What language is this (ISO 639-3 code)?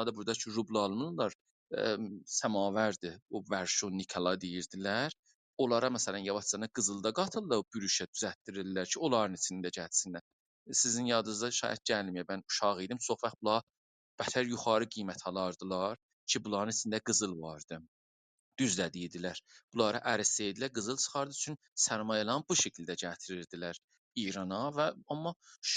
azb